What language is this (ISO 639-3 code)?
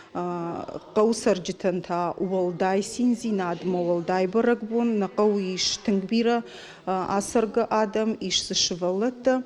oss